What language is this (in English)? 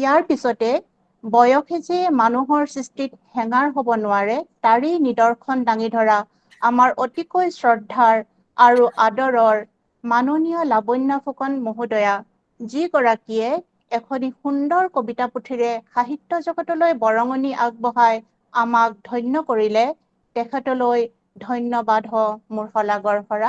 Assamese